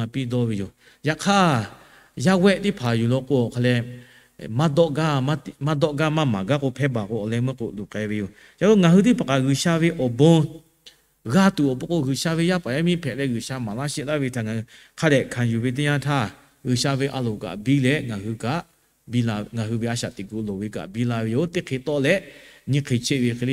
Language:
Lahu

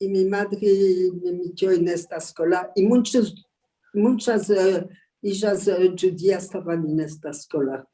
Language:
Ladino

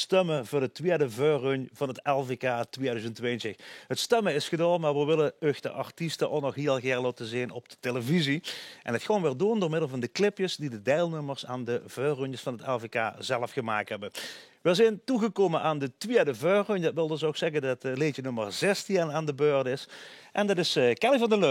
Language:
Limburgish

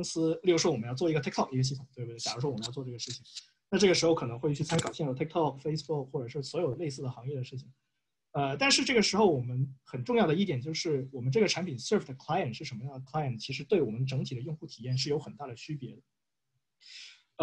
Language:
Chinese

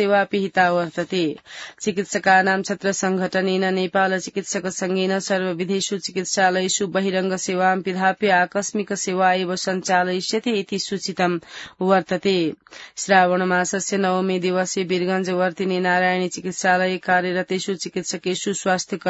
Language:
Sanskrit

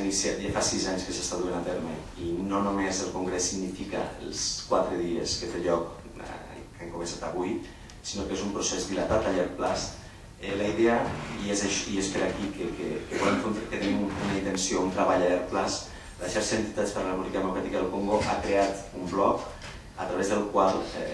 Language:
Catalan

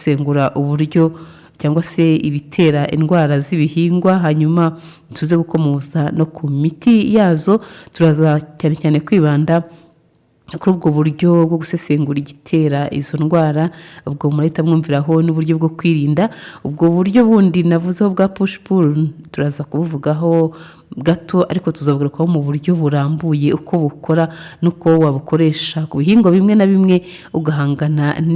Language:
Kinyarwanda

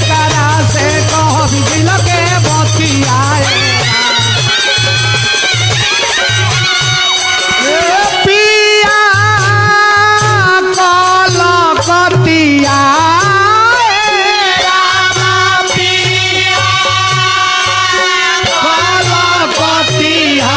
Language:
Bhojpuri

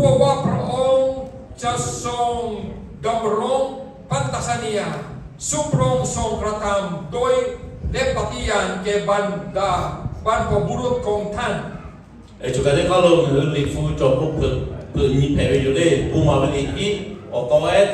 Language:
Lahu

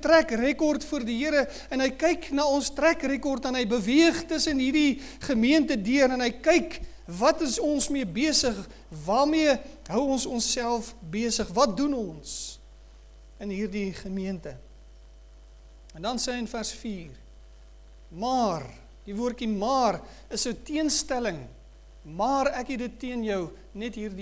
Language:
Afrikaans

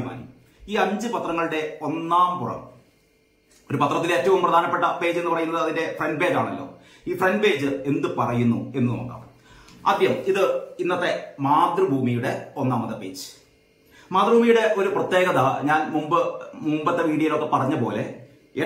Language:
Malayalam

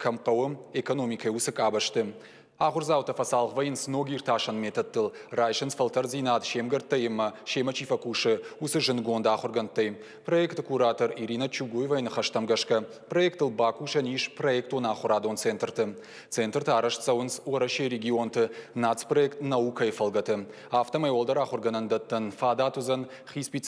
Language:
Ossetic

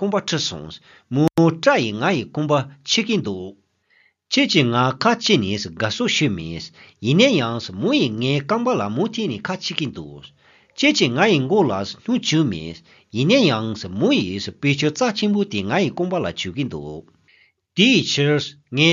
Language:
Tibetan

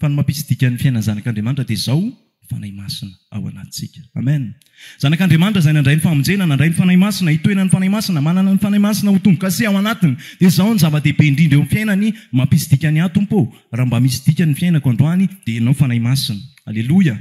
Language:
Malagasy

